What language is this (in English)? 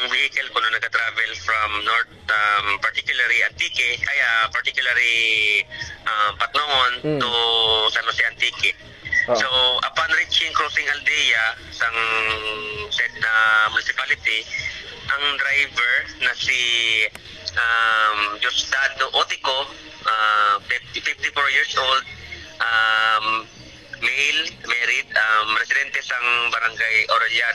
Hiligaynon